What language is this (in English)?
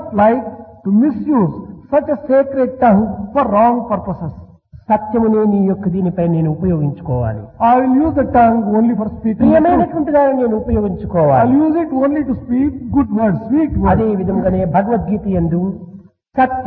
Telugu